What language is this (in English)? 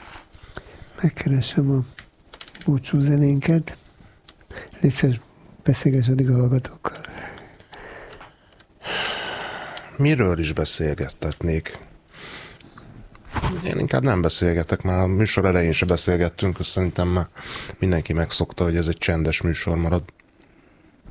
Hungarian